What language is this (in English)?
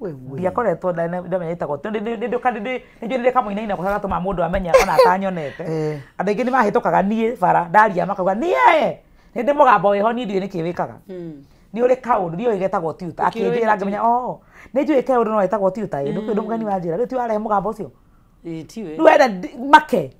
Kikuyu